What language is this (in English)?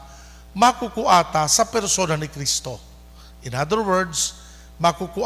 Bikol